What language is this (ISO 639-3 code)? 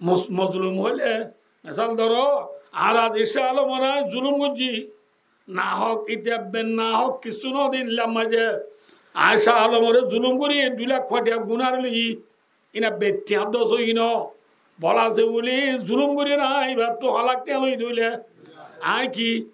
rhg